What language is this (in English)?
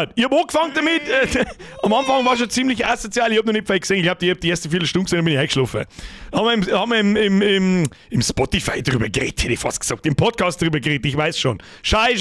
Bavarian